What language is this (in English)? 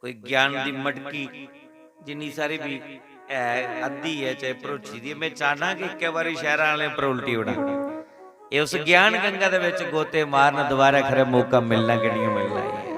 Dogri